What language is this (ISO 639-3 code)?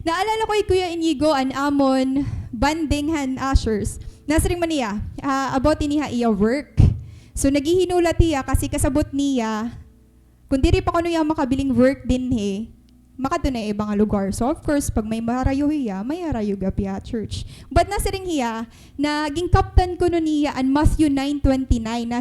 war